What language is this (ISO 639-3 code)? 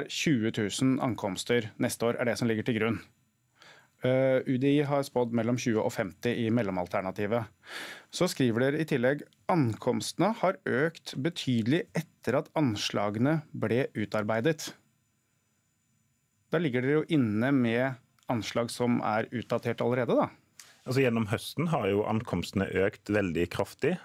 nor